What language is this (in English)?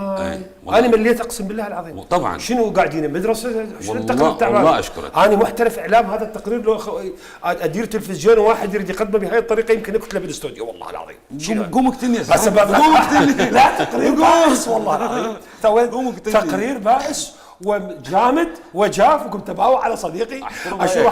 Mesopotamian Arabic